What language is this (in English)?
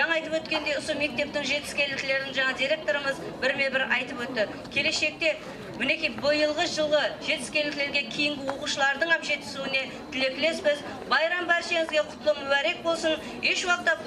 Kara-Kalpak